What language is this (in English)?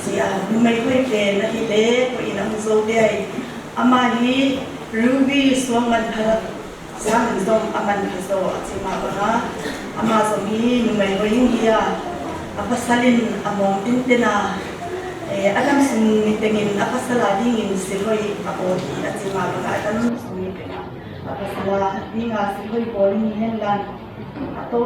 Tedim Chin